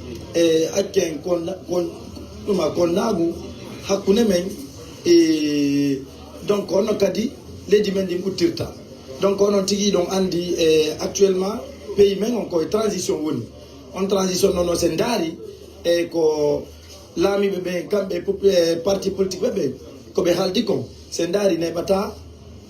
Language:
Pular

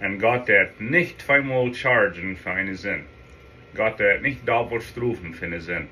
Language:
Plautdietsch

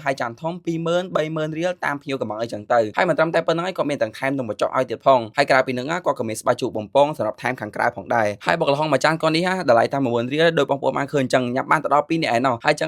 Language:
Khmer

